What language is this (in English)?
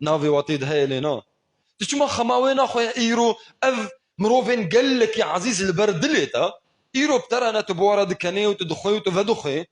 Kurdish